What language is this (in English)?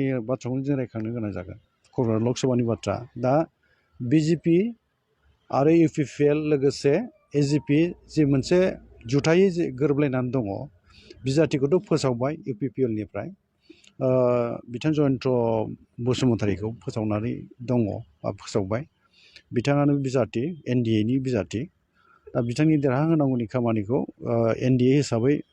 Bodo